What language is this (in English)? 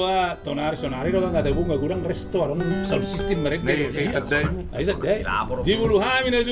Batak Toba